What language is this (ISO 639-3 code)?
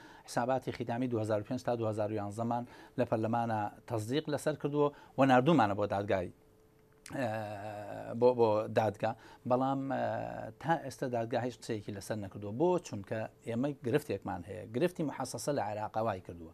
ckb